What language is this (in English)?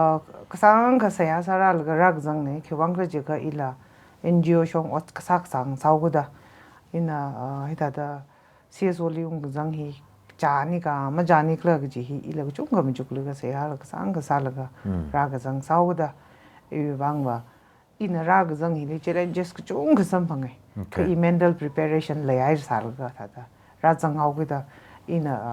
Tangkhul Naga (India)